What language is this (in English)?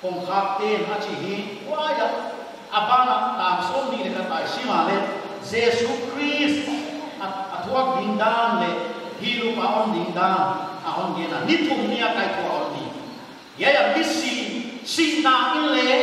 Paite Chin